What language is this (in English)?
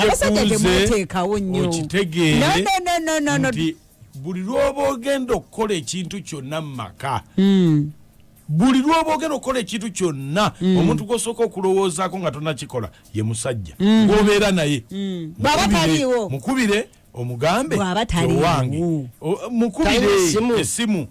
Ganda